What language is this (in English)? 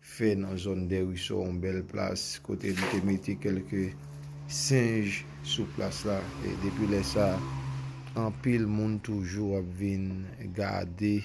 Haitian Creole